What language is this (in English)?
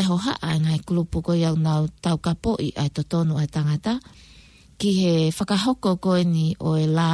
Tongan